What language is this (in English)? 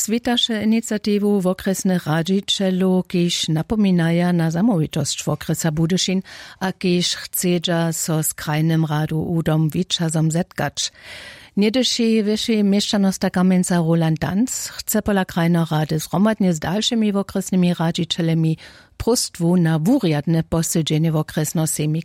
Upper Sorbian